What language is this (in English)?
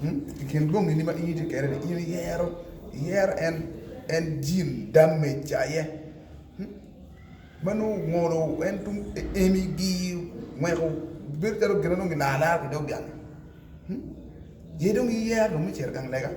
Acoli